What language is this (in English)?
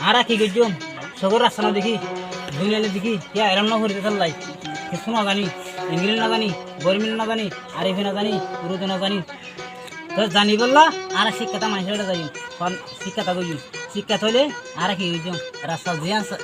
Rohingya